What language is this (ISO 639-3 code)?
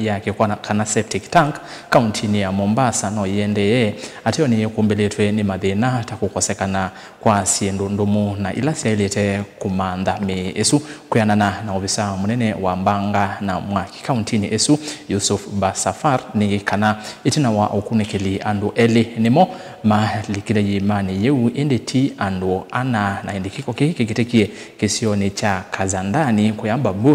kam